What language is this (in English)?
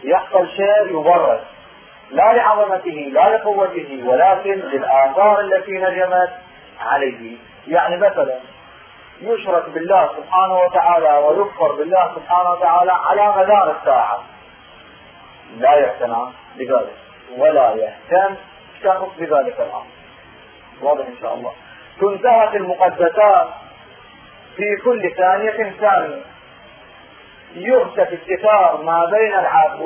Arabic